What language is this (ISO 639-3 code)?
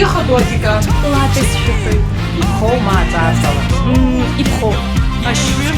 abk